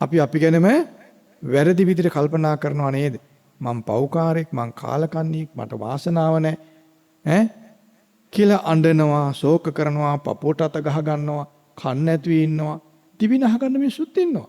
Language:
Sinhala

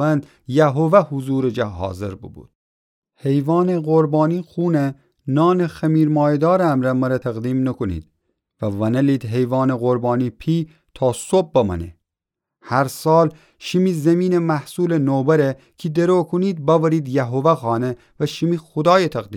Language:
Gilaki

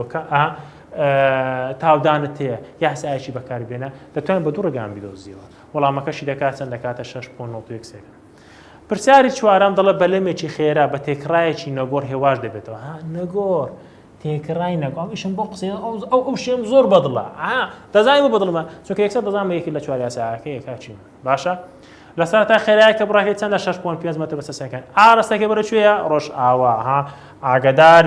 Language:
Central Kurdish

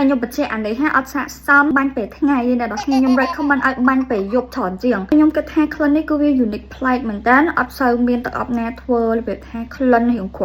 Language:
Khmer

